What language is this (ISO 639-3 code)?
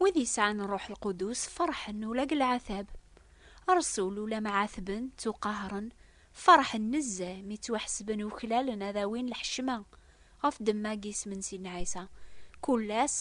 kab